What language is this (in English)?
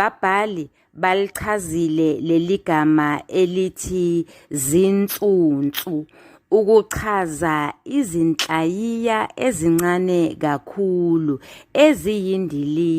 Zulu